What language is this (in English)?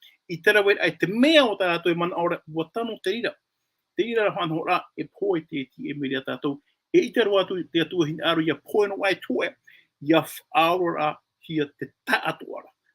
Tahitian